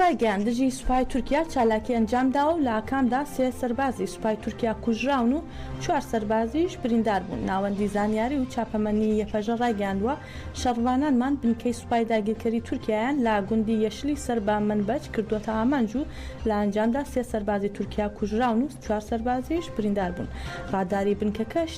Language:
Central Kurdish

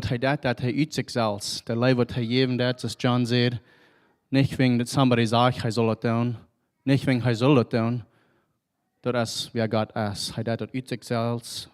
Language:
Plautdietsch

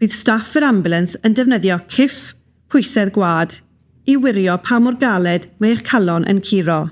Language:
Welsh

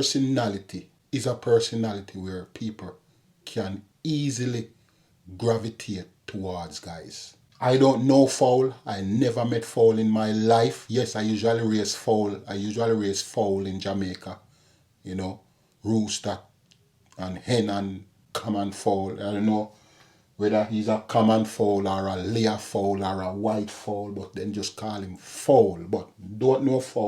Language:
Jamaican Creole English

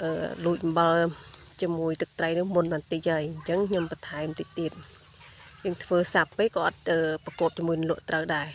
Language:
Khmer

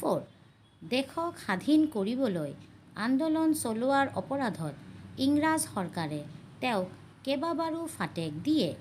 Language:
Assamese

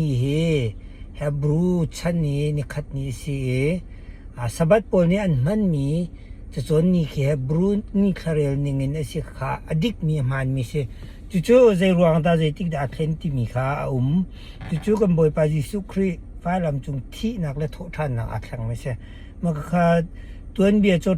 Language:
Hakha Chin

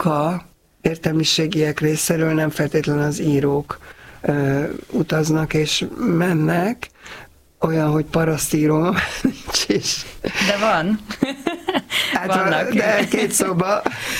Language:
Hungarian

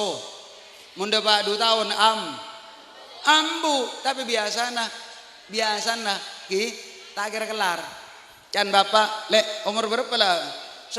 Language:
Madurese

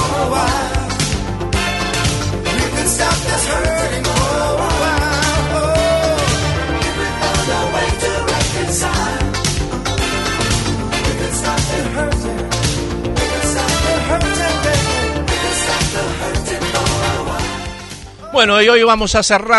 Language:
Spanish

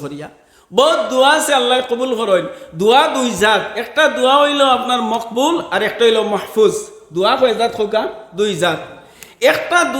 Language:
Sylheti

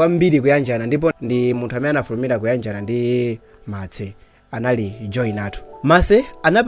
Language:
Nyanja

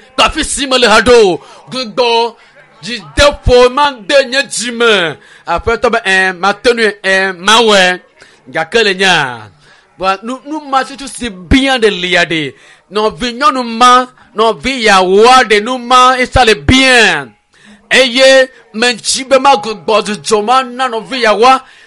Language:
Ewe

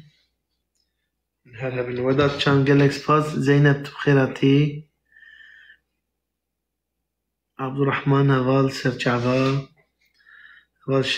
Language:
Kurdish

